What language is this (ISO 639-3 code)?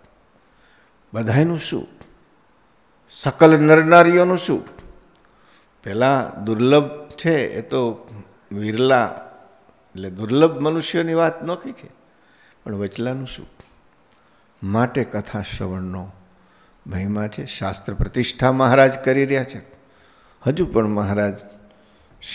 guj